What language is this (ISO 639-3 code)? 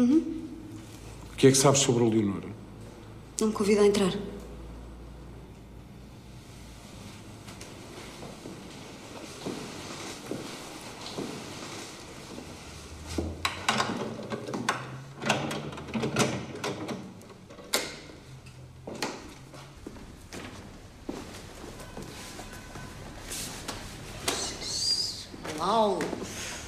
por